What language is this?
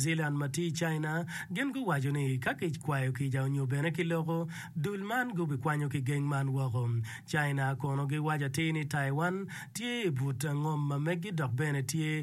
Acoli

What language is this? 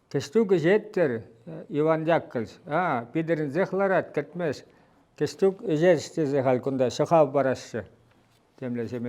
Chuvash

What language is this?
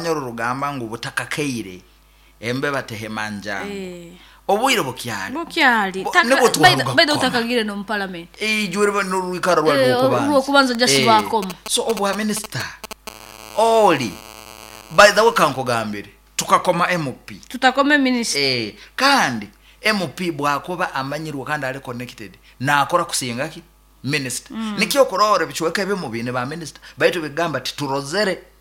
Nyankole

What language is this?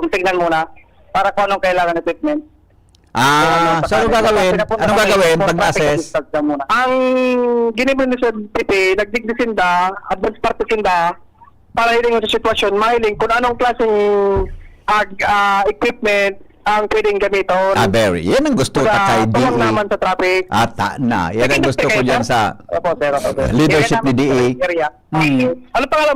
Bikol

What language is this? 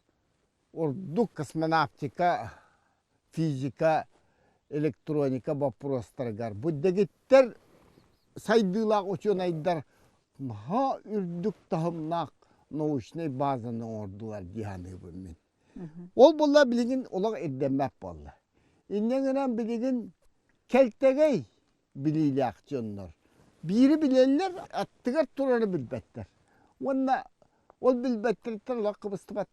Yakut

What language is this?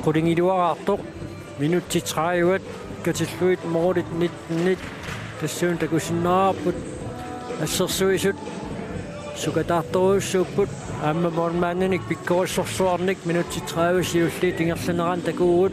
Kalaallisut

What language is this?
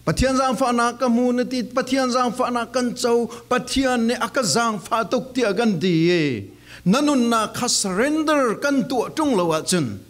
Falam Chin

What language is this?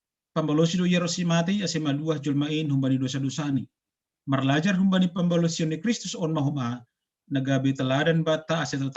Batak Simalungun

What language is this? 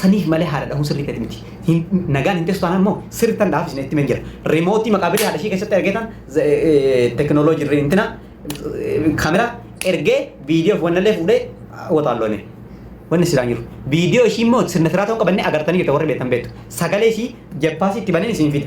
Oromo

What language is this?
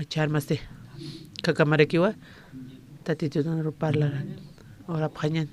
Aymara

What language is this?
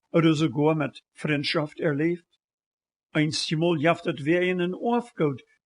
Plautdietsch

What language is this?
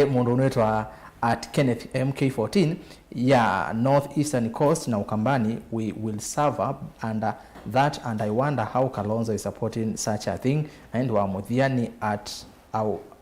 Kamba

